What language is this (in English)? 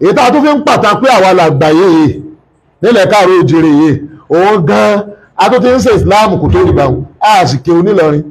Yoruba